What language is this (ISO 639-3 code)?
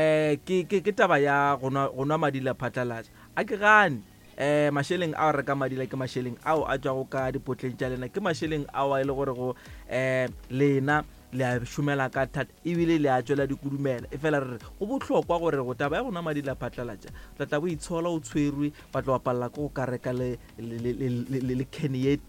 nso